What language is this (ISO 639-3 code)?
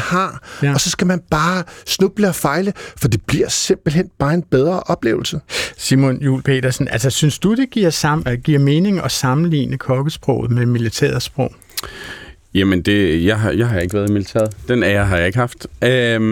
dan